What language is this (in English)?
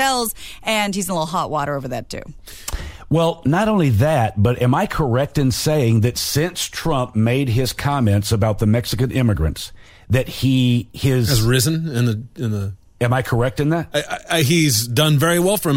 English